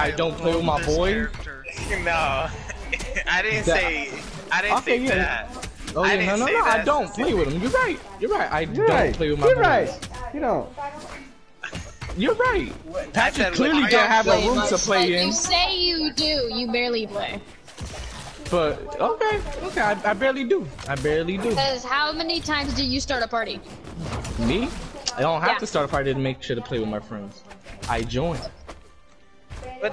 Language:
English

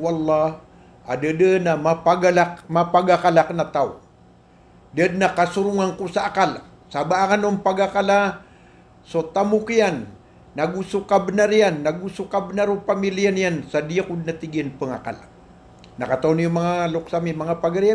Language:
Maranao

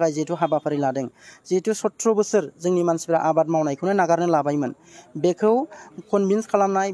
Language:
Bodo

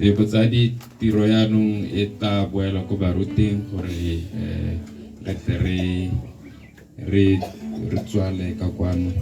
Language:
Tswana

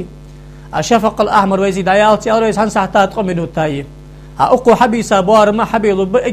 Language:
Ingush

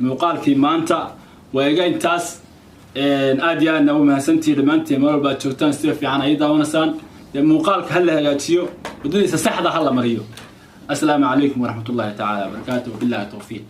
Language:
Somali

